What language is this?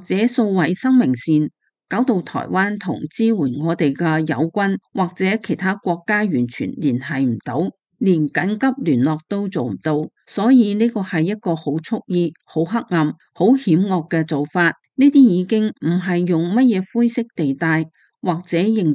Cantonese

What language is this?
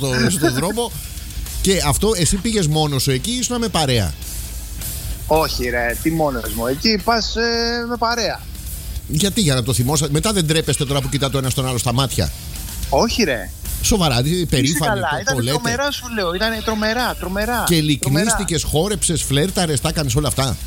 Greek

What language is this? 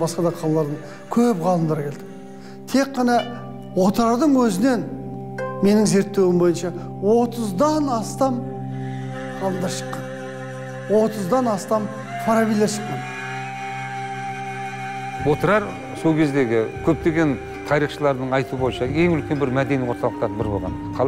Kazakh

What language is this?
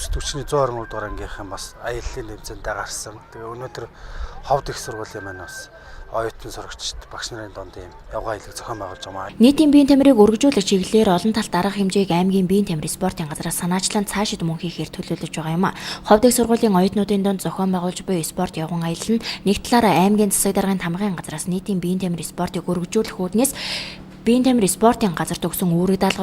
Mongolian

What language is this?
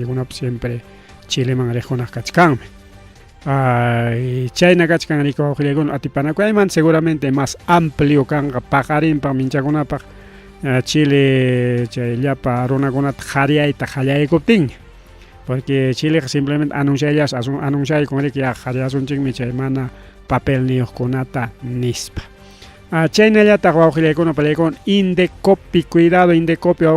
Ayacucho Quechua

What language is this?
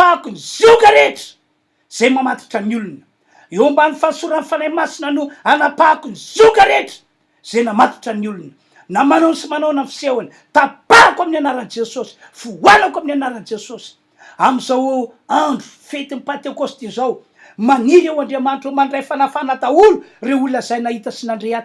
Malagasy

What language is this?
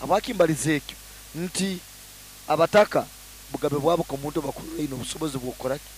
Nyoro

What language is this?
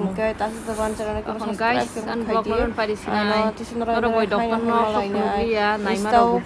Kok Borok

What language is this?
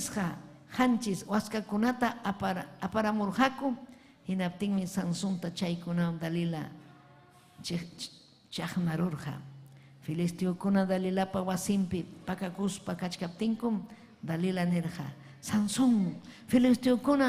Ayacucho Quechua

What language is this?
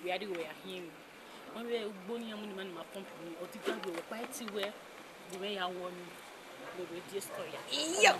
Bini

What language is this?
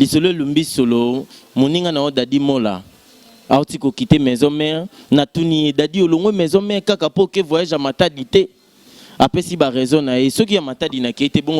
Lingala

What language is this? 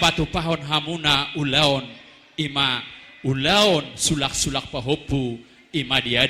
Batak Toba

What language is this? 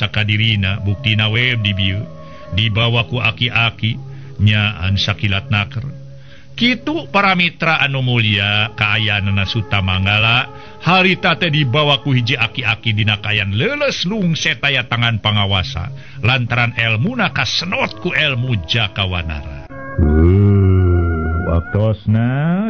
Sundanese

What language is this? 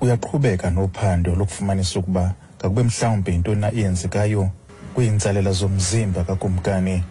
Xhosa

